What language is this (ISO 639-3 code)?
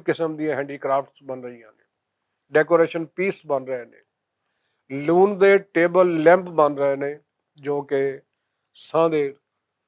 lah